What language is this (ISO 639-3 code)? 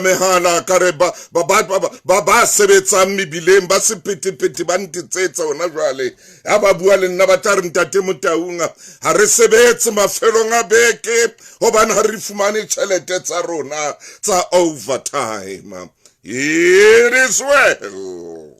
sot